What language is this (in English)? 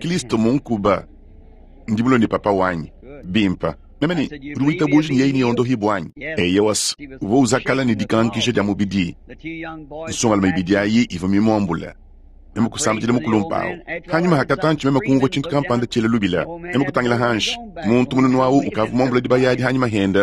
Luba-Lulua